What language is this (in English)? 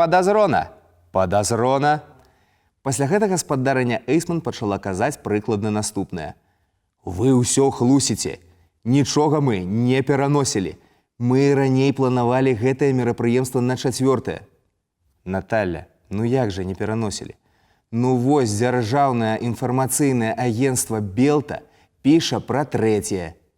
Belarusian